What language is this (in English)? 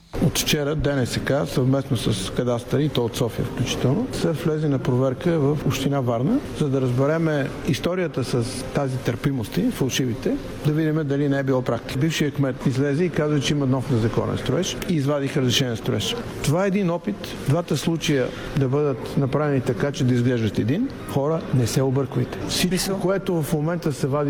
Bulgarian